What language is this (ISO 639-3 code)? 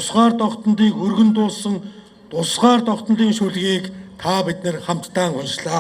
mon